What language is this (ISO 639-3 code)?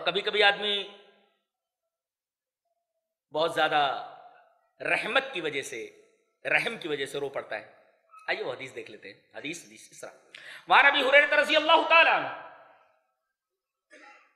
urd